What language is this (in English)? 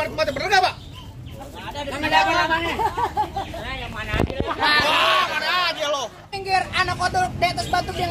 Betawi